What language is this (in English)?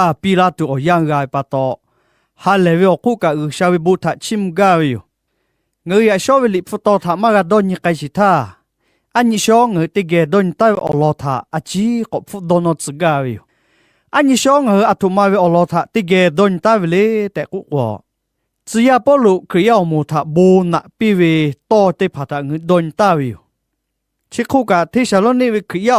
Lahu